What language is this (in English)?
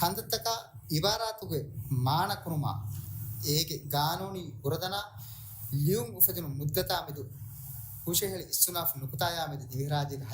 Divehi